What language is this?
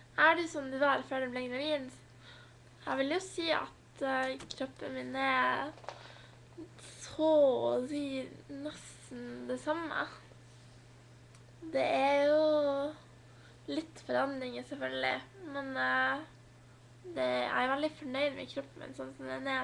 Norwegian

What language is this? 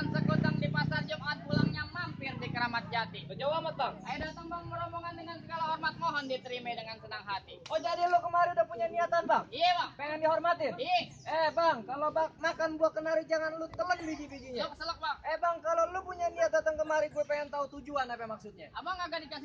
Betawi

